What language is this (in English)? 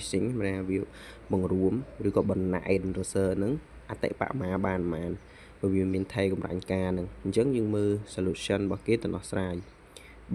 Khmer